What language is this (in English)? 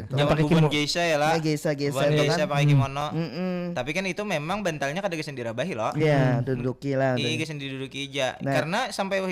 Banjar